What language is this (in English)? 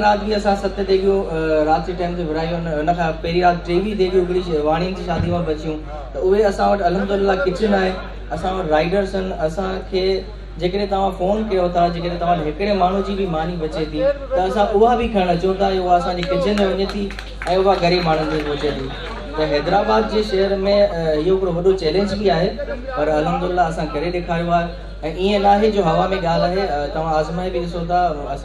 Sindhi